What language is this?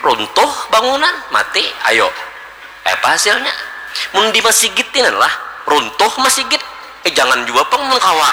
Banjar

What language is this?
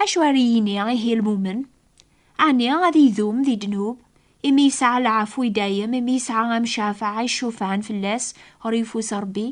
Kabyle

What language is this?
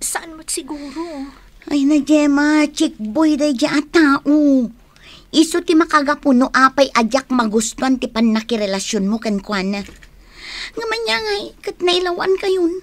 Iloko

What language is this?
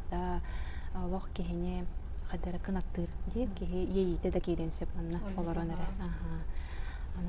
Yakut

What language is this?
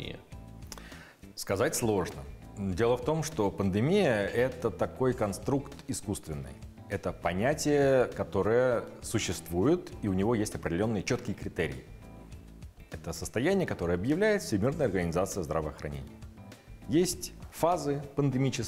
Russian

